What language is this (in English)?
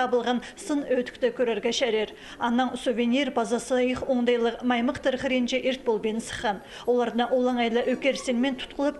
Khakas